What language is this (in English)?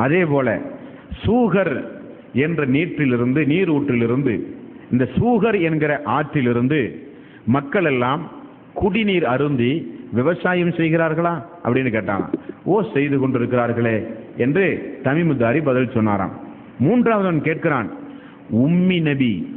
Tamil